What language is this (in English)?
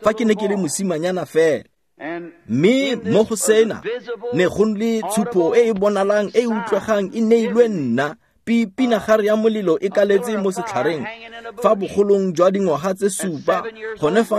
Tswana